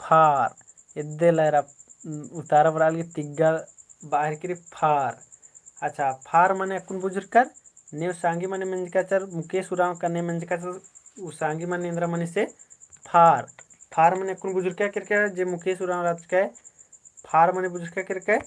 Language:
Kurukh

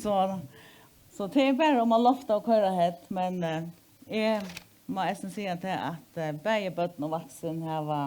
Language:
Faroese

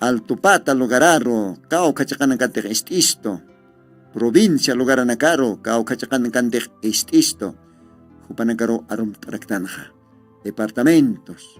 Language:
Aymara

